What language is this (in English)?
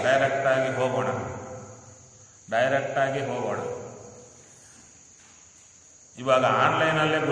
Kannada